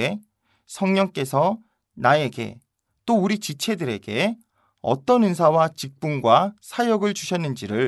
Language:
Korean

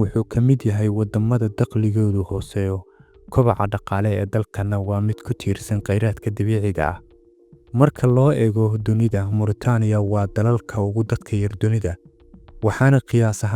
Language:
Somali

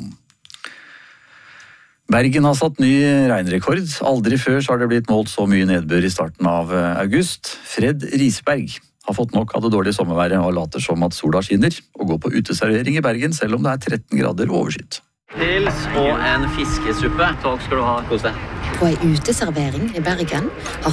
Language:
Norwegian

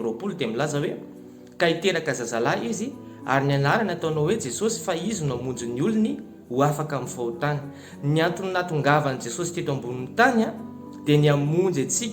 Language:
Malagasy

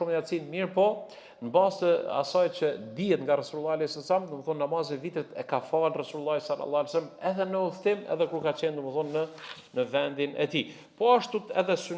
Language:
Albanian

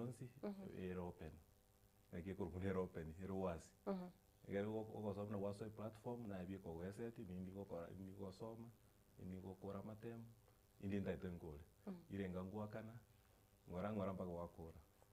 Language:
Gusii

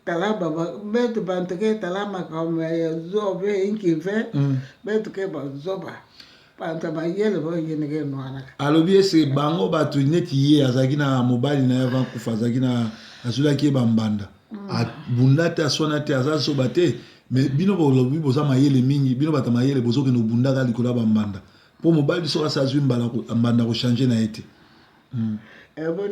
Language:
Lingala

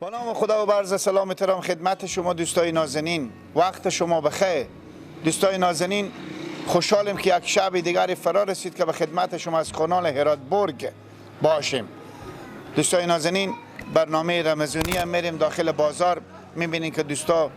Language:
Persian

